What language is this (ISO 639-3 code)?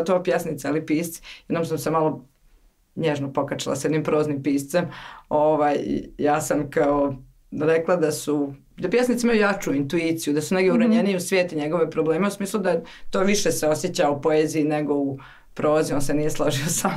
hrv